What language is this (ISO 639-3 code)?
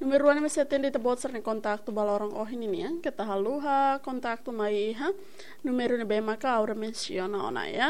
tet